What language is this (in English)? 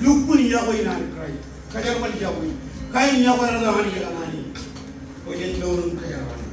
Marshallese